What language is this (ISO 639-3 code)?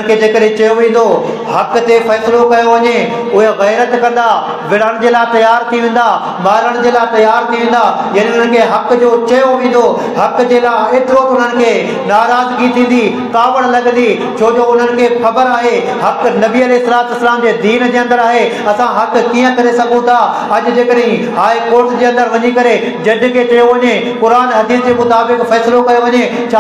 snd